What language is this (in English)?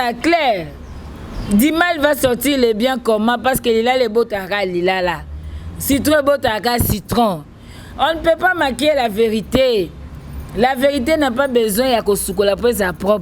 Lingala